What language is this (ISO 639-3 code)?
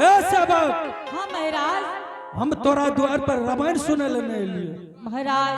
anp